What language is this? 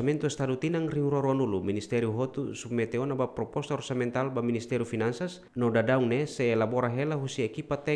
Tetum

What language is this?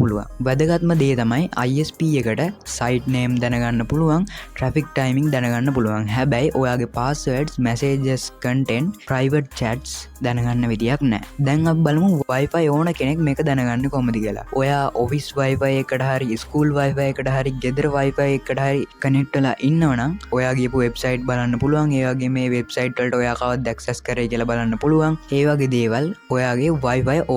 Sinhala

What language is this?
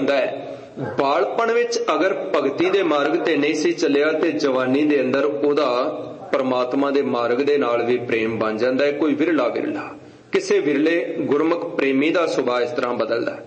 Punjabi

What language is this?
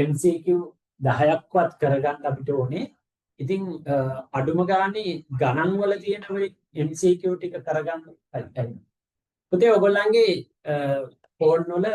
Sinhala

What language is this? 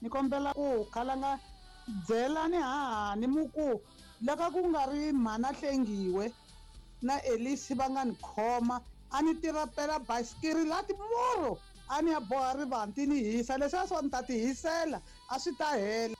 Tsonga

